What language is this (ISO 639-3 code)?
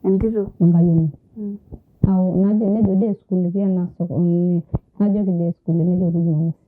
mas